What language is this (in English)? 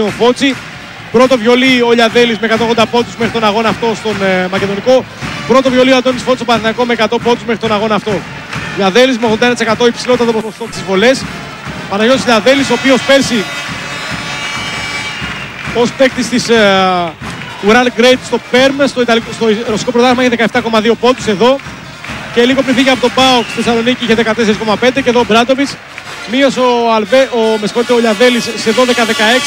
Greek